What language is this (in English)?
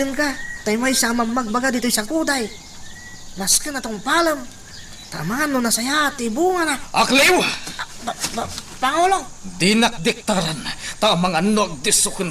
Iloko